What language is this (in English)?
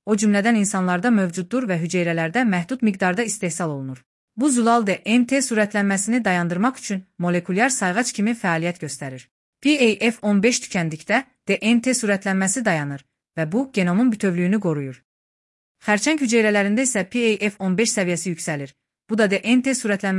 Azerbaijani